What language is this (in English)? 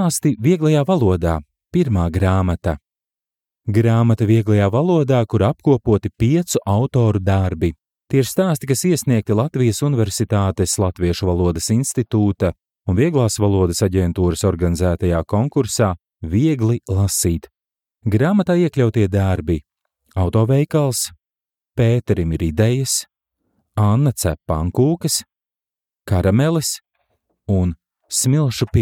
Latvian